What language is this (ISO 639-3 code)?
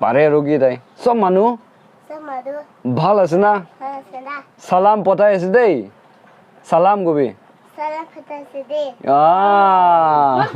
nag